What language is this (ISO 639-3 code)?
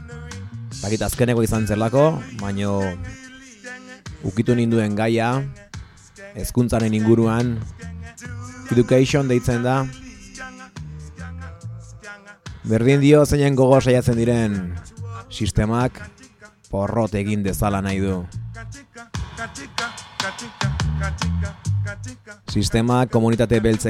eus